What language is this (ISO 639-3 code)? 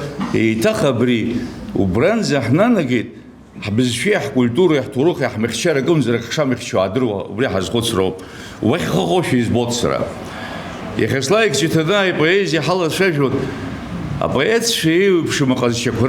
abk